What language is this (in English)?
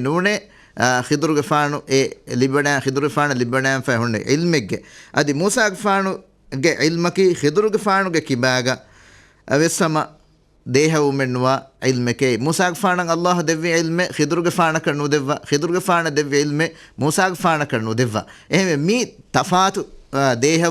Divehi